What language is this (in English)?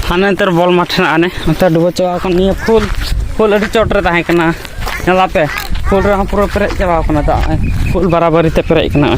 Santali